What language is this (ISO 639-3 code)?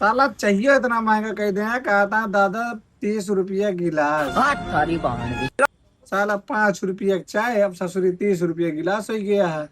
awa